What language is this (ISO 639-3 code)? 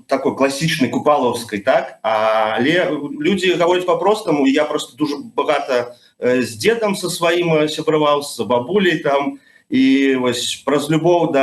bel